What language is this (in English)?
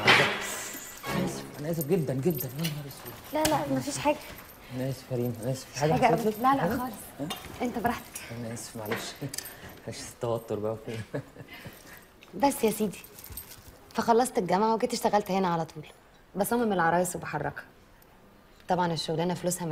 Egyptian Arabic